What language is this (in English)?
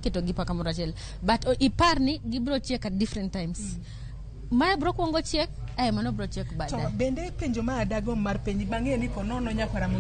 Luo (Kenya and Tanzania)